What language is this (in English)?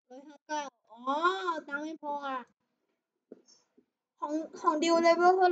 Thai